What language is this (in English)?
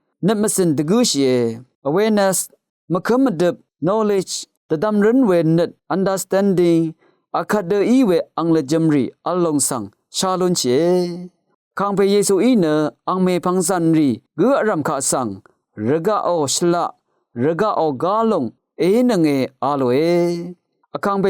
Rawang